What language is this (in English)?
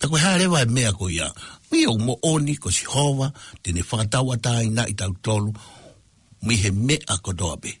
Tongan